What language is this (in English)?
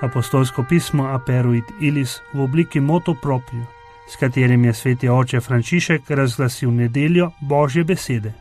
Slovenian